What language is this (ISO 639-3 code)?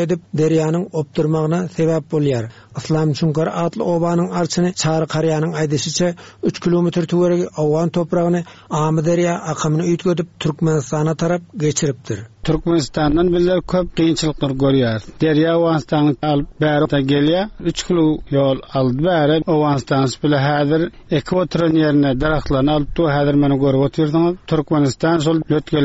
tuk